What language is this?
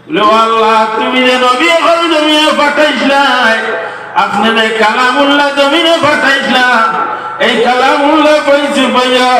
Sylheti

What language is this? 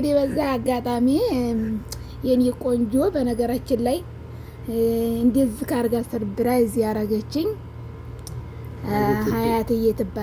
Amharic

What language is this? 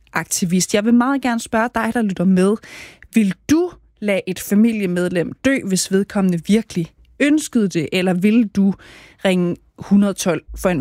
Danish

